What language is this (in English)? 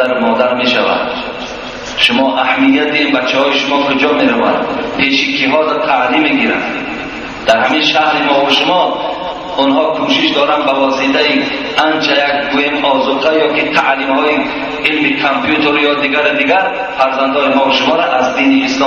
Tajik